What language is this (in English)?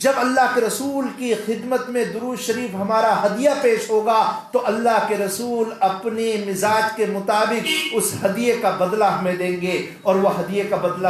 Urdu